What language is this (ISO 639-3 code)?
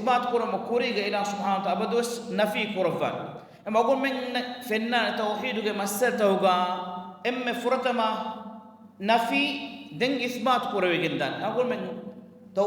div